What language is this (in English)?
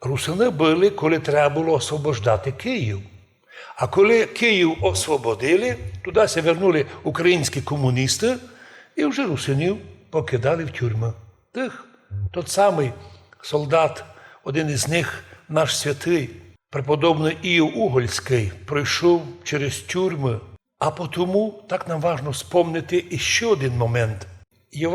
Rusyn